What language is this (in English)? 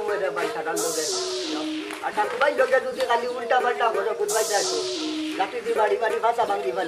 Sylheti